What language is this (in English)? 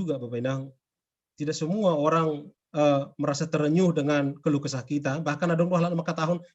Batak Simalungun